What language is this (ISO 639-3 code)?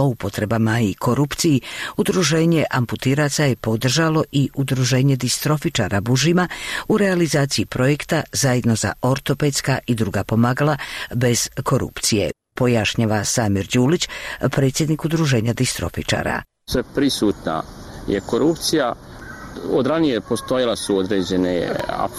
bos